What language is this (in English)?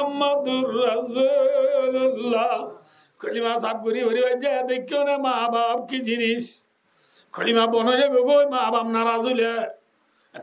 Rohingya